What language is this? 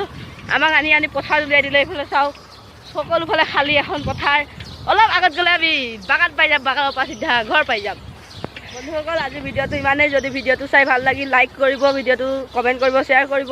Assamese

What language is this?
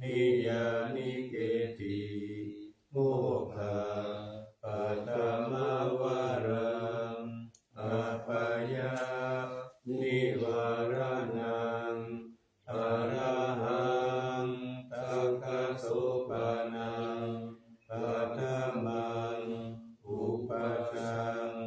Pali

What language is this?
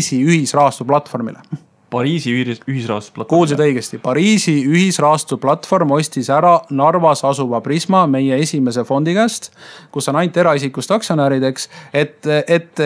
Estonian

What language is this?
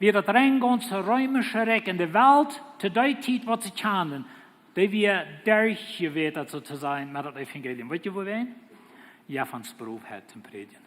Plautdietsch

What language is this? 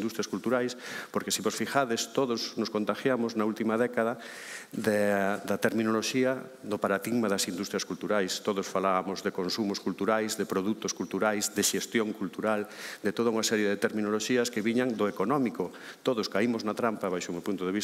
Galician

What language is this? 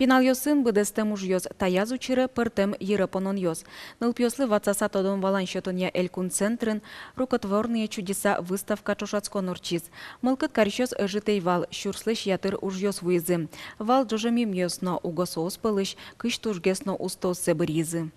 Udmurt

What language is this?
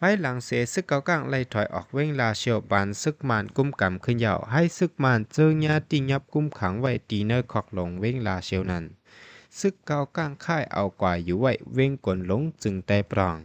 Shan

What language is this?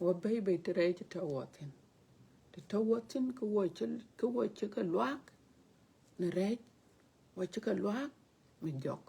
Dinka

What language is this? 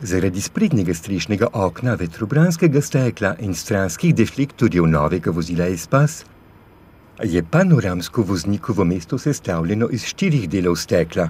Slovenian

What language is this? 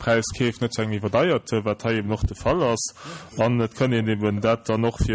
Luxembourgish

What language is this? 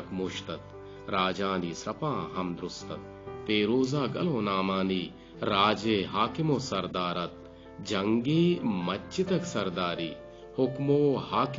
Eastern Balochi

